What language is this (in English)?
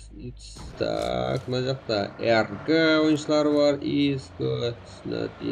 Kara-Kalpak